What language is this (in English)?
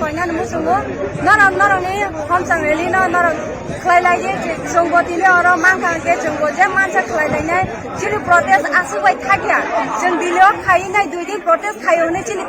Kok Borok